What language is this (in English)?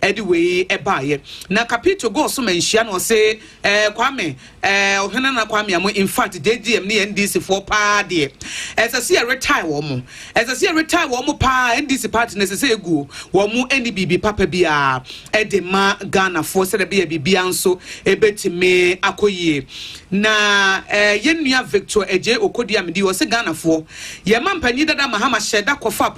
Akan